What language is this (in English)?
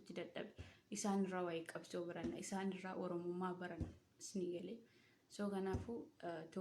Oromo